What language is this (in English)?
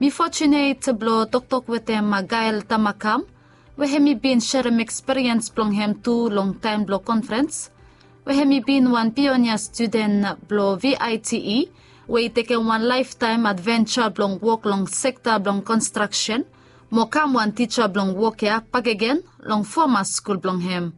Bislama